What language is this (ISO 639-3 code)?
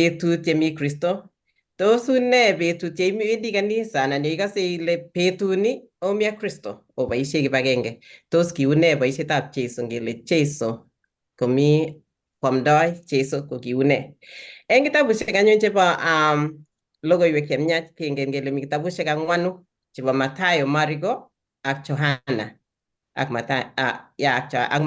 kln